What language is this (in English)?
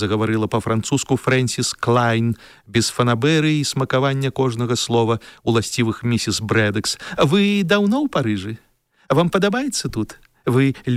Belarusian